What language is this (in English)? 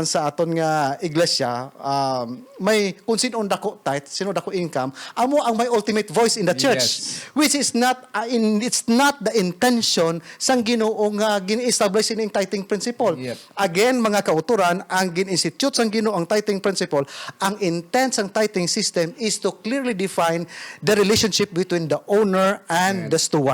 Hiligaynon